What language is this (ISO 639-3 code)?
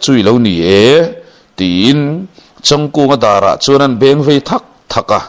lus